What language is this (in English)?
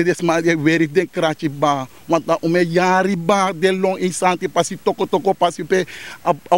Sranan Tongo